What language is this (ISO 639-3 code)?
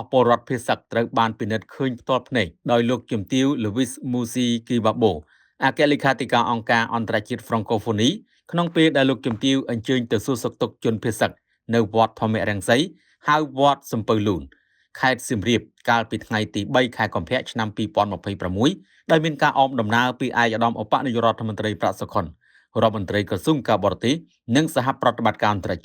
khm